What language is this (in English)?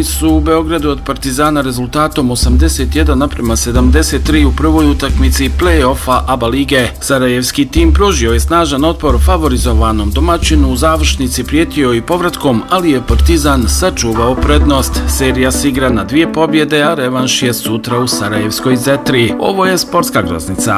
Bosnian